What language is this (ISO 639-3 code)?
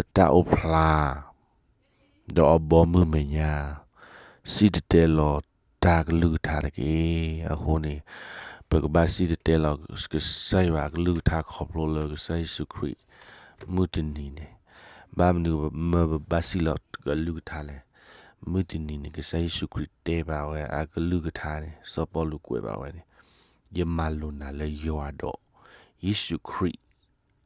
ksw